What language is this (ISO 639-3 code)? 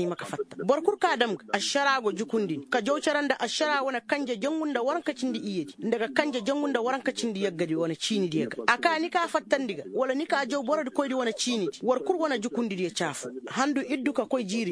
ses